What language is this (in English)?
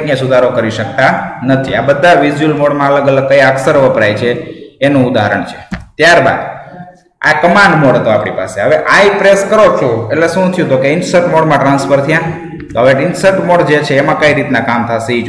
Gujarati